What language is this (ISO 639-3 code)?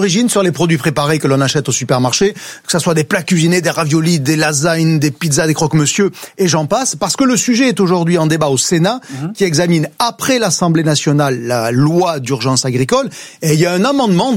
fra